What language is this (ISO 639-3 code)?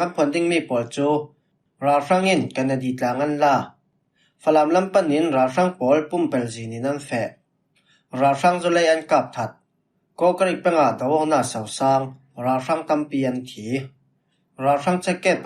cfm